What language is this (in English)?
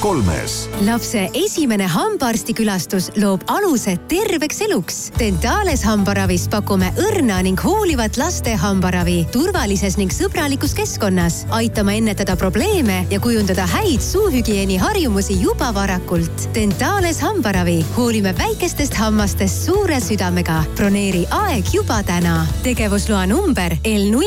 Estonian